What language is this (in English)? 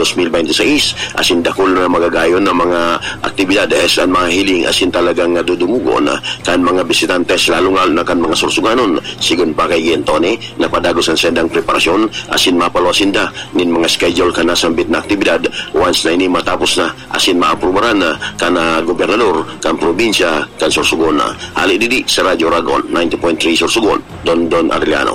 Bikol